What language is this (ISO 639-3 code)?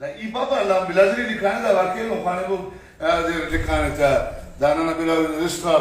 brh